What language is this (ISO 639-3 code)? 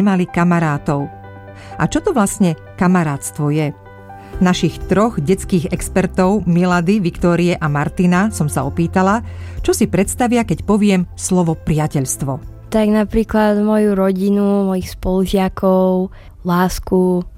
slk